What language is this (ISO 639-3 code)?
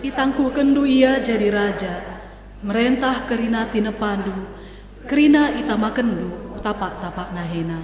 btx